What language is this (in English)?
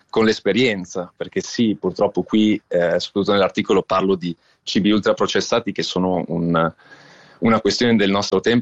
Italian